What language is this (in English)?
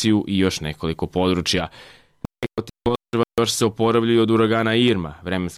Serbian